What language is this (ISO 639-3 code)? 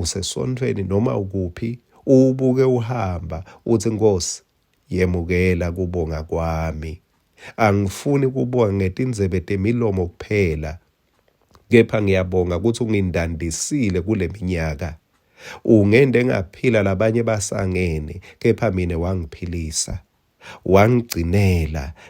ssw